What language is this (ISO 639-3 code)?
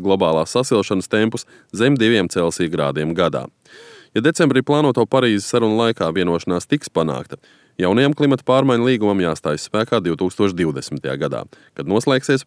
lav